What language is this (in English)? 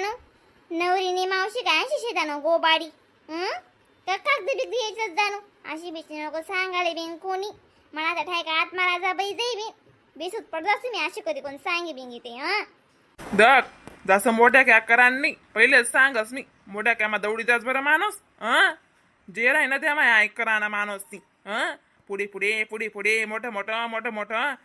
Khandesi